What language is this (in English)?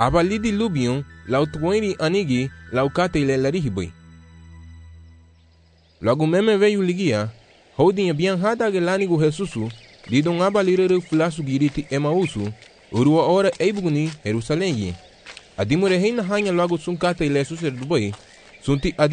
Garifuna